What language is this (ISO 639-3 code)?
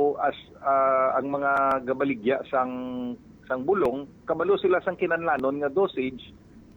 hil